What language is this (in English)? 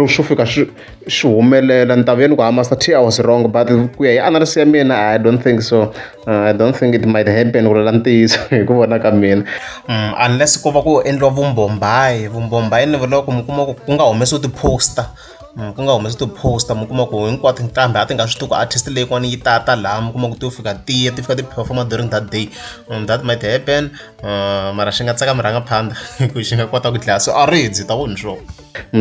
Tsonga